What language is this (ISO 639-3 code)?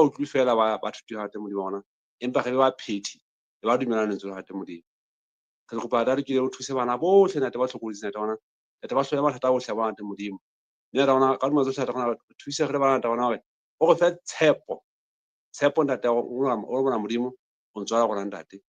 sot